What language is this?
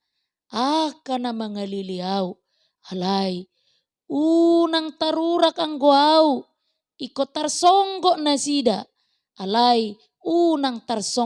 Batak Toba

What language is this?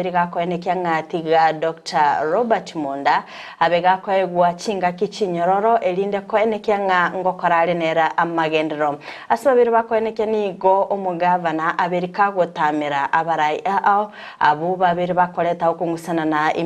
Gusii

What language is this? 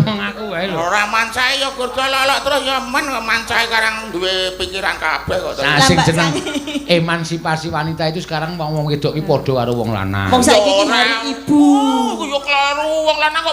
Javanese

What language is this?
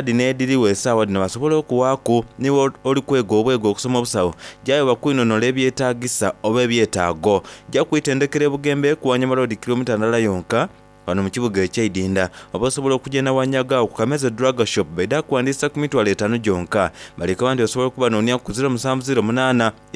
Soga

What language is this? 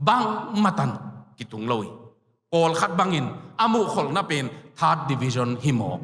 Tedim Chin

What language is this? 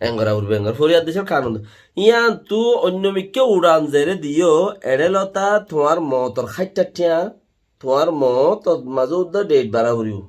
Rohingya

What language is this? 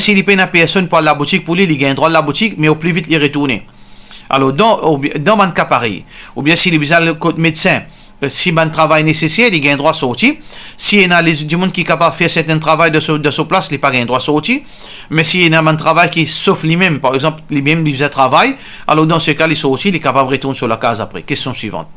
Morisyen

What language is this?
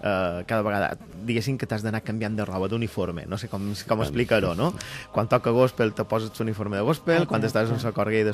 Catalan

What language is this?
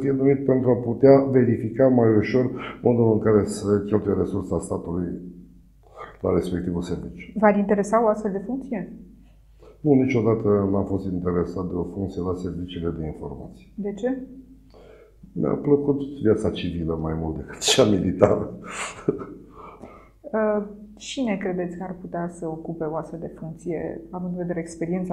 Romanian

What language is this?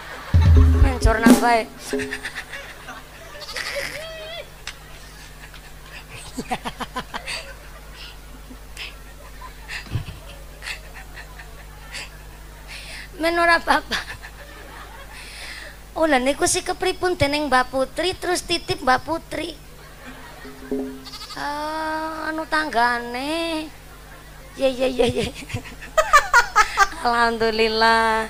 Javanese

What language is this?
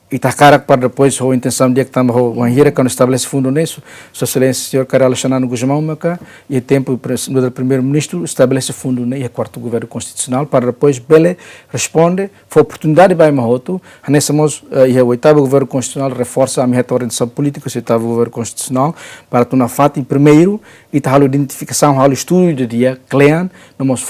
Tetum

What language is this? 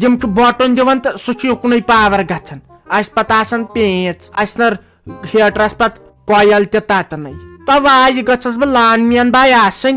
Kashmiri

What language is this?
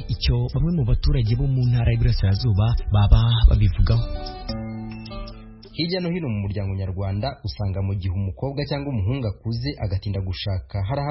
Kinyarwanda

